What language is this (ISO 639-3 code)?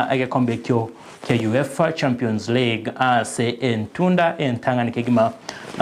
guz